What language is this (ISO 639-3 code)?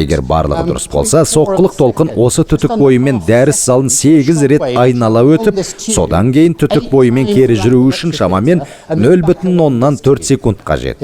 kaz